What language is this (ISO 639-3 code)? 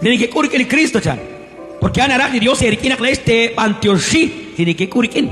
kek